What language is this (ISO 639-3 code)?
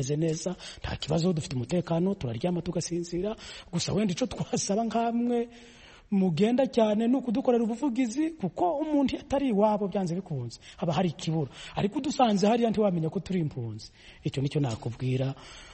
kin